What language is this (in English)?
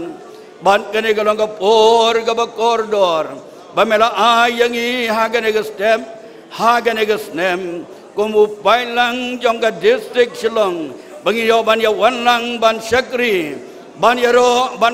Khasi